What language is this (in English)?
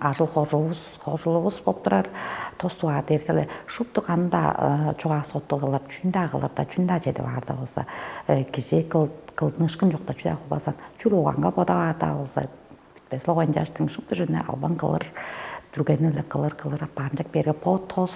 Tuvinian